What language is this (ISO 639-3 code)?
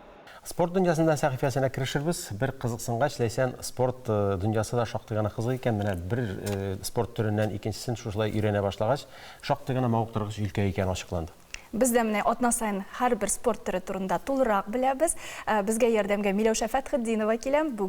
tat